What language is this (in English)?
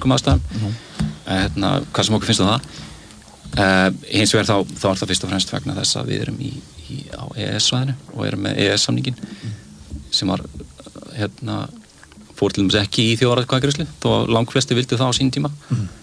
Icelandic